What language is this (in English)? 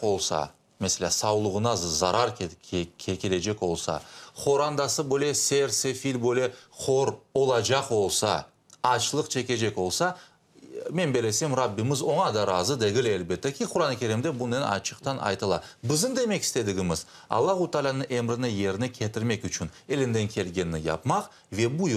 Crimean Tatar